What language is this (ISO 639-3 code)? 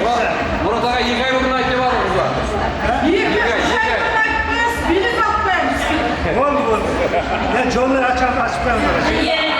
kaa